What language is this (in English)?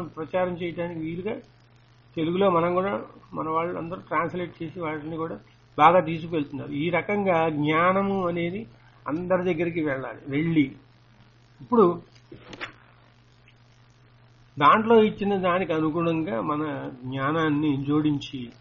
Telugu